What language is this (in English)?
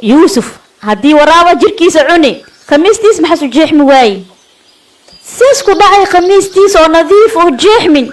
Somali